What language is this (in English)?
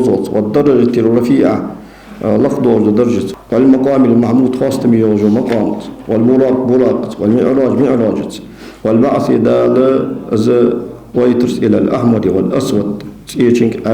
Ingush